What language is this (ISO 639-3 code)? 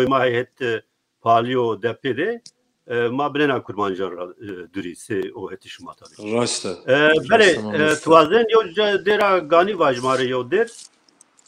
zza